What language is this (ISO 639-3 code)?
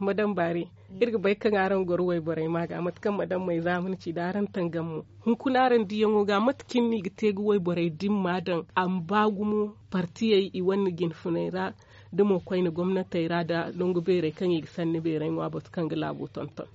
dje